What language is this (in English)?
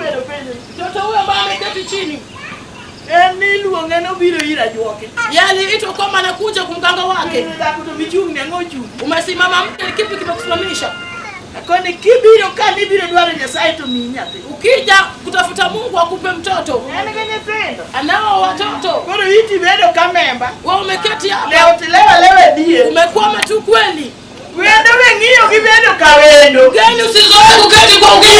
Luo (Kenya and Tanzania)